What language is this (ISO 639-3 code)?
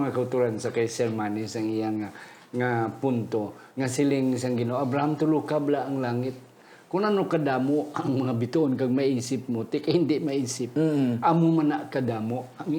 hil